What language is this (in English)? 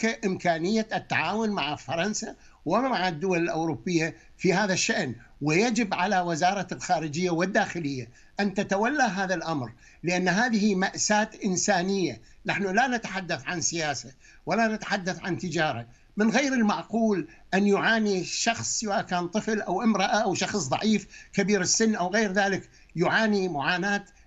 Arabic